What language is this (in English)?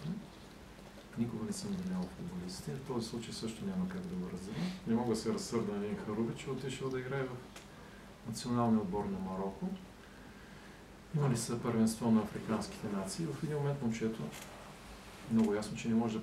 Bulgarian